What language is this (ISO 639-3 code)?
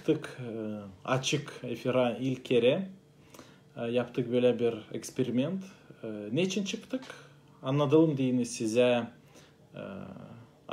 gag